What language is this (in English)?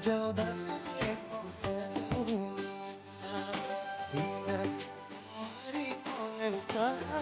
Santali